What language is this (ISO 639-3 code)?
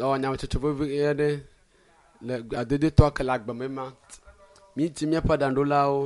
ewe